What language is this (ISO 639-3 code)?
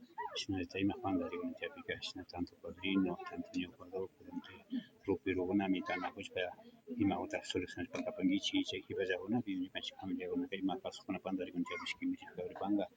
qvi